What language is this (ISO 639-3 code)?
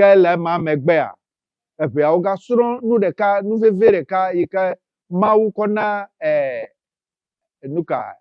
ewe